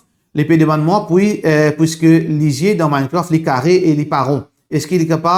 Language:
Morisyen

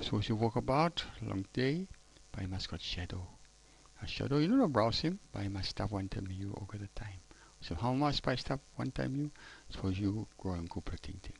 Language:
Tok Pisin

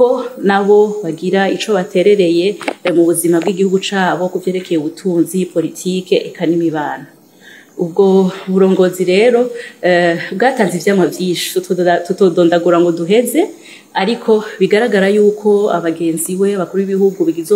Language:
Rundi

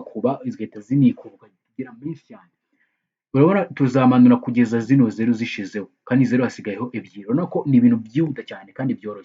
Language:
Kinyarwanda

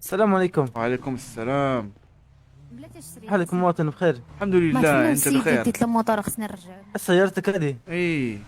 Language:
Moroccan Arabic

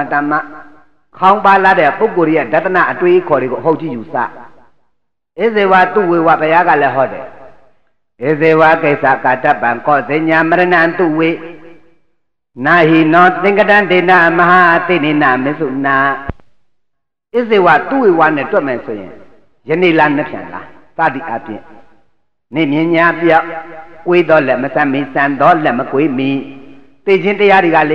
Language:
Burmese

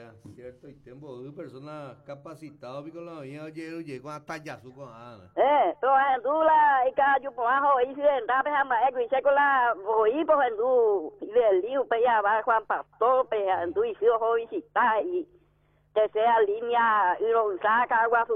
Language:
Guarani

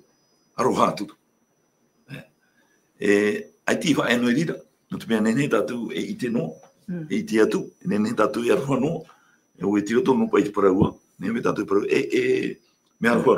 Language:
Tahitian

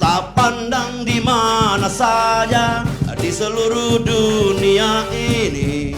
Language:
Musi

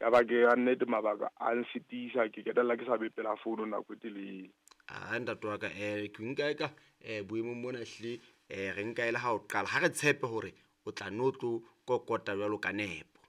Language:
Southern Sotho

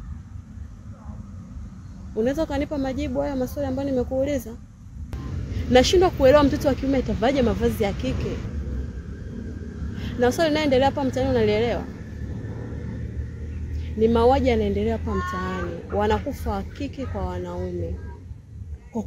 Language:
Swahili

